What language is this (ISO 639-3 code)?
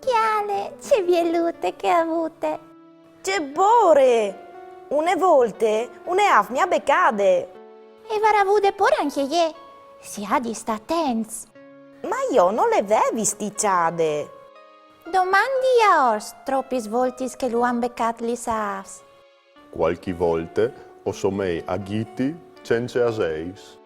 fur